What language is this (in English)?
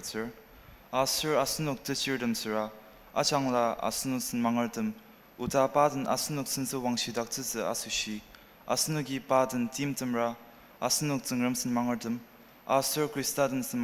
Ao Naga